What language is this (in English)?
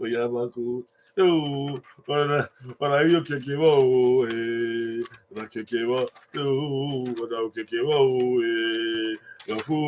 Bini